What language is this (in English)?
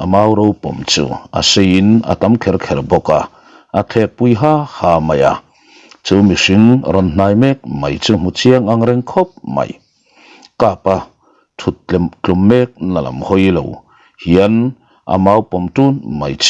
Mizo